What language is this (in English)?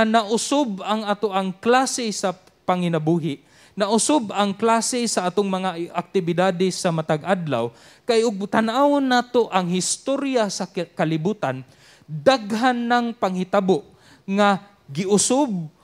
Cebuano